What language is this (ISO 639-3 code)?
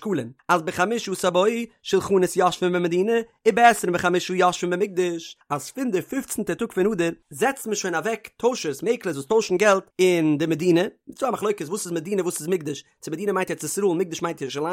yid